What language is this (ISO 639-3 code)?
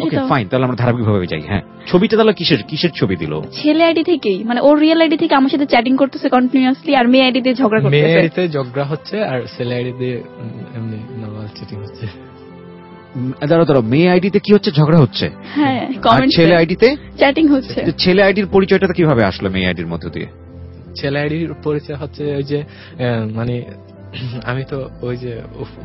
ben